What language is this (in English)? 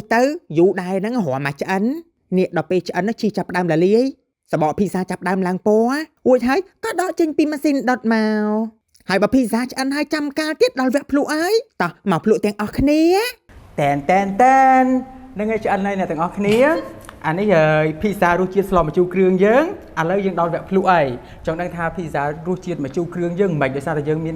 Khmer